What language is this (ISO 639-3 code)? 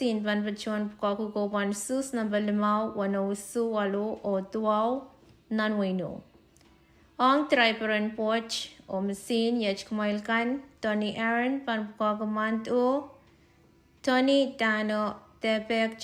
pon